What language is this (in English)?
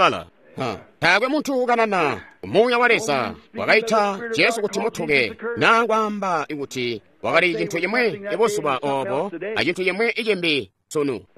Tonga (Zambia)